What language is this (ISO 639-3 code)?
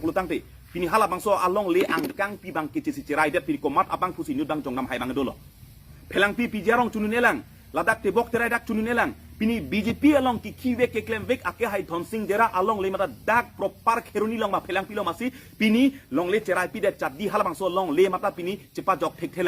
mjw